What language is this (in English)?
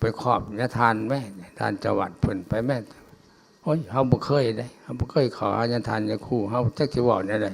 Lao